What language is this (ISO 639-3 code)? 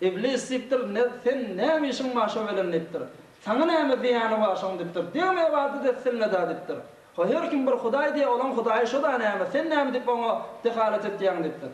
tuk